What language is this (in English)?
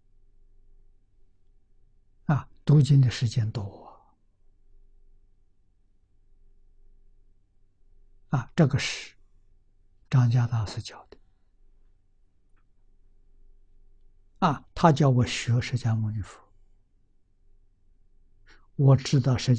Chinese